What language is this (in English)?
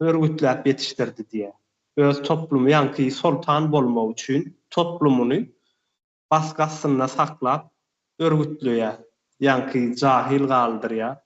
Turkmen